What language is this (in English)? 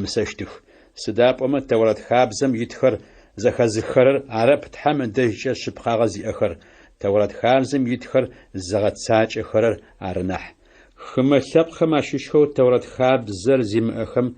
Adyghe